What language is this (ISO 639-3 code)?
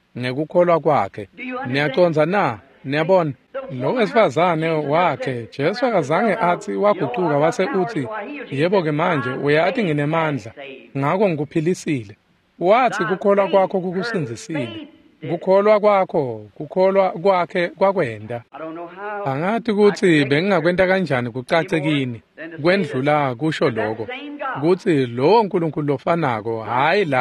ssw